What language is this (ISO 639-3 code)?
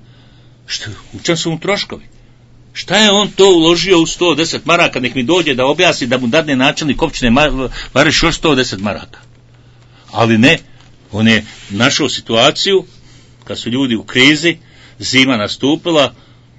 bos